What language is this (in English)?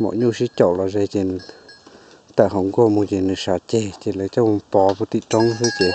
Hmong